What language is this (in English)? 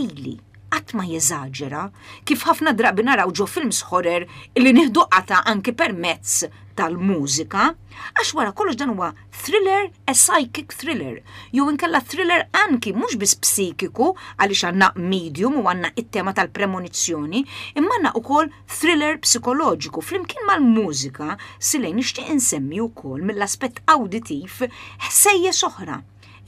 Maltese